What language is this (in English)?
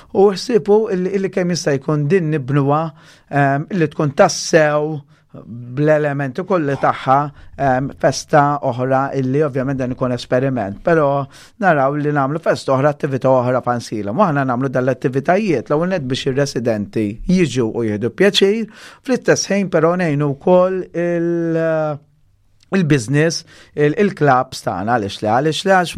Maltese